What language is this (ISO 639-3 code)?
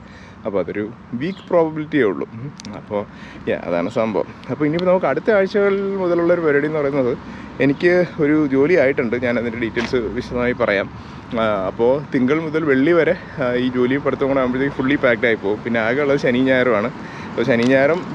mal